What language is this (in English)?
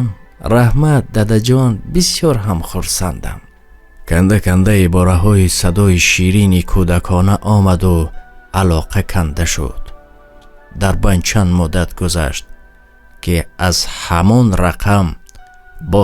Tajik